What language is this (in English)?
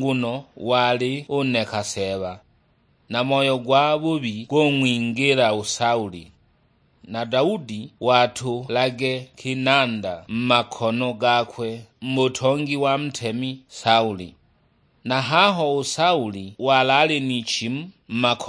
Sukuma